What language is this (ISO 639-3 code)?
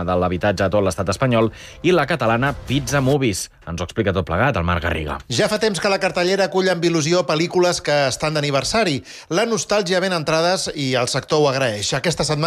cat